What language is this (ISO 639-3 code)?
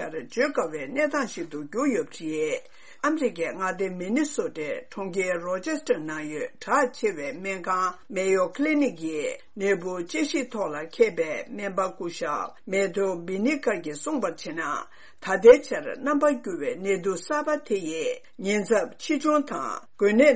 bod